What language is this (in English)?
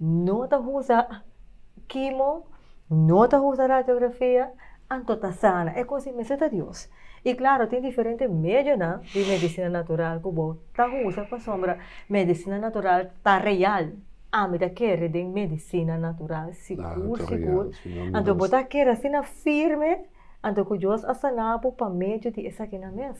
Papiamento